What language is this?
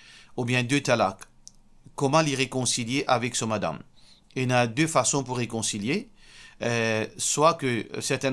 Morisyen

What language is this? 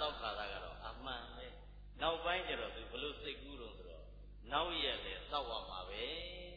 Burmese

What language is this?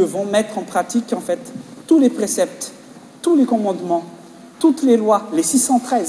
French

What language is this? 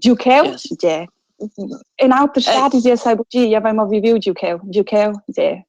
Romansh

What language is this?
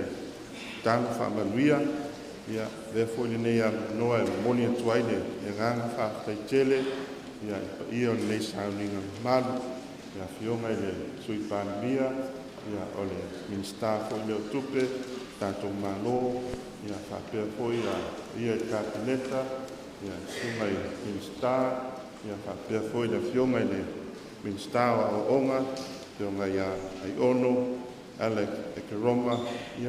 Samoan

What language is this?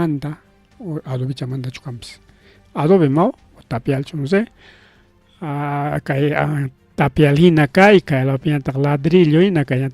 Ayacucho Quechua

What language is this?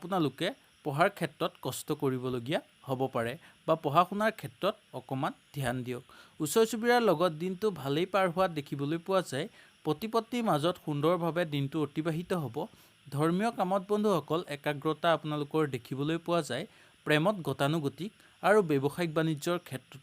Assamese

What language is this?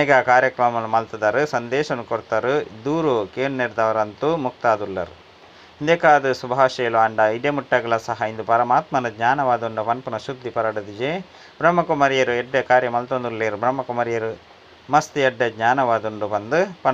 Tulu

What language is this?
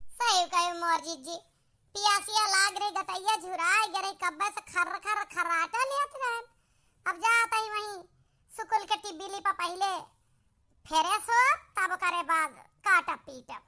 Awadhi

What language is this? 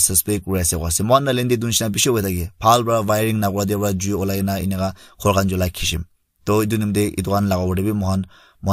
Naga Pidgin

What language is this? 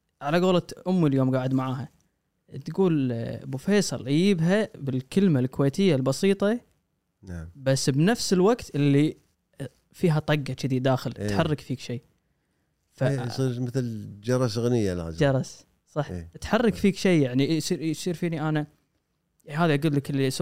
Gulf Arabic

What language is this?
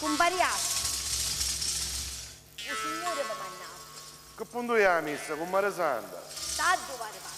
Sicilian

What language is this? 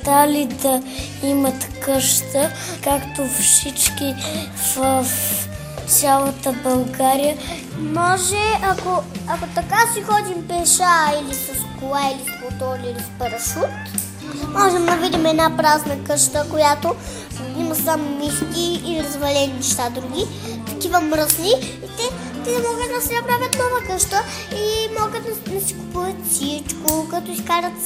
Bulgarian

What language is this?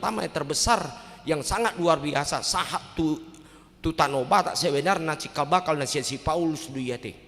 Batak Toba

